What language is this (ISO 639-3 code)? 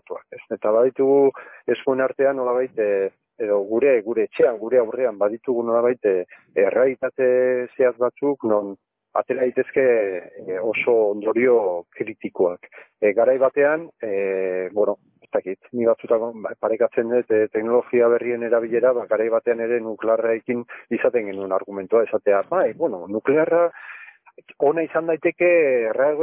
eus